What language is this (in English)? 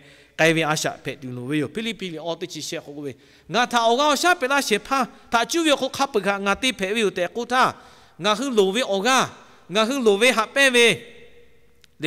Lahu